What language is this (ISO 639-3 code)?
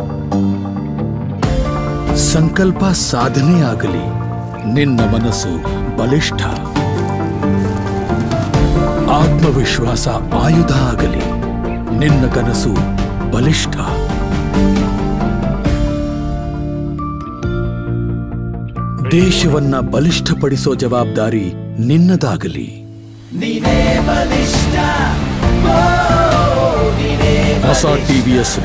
kan